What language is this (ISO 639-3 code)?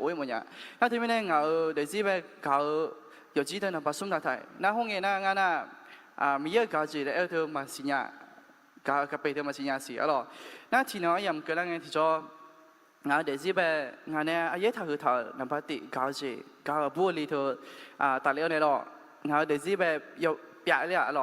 ahk